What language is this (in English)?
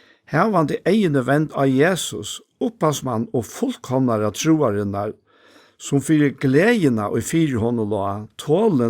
Faroese